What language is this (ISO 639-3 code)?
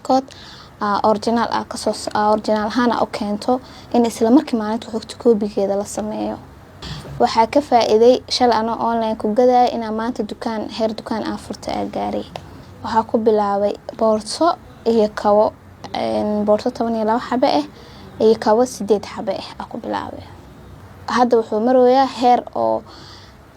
som